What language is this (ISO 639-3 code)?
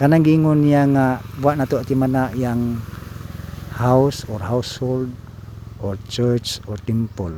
ceb